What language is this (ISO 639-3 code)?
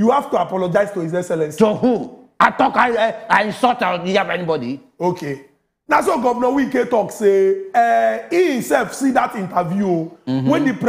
pcm